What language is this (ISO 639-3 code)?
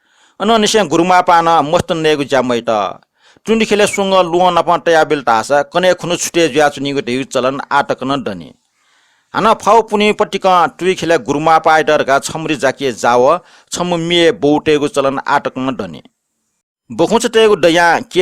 new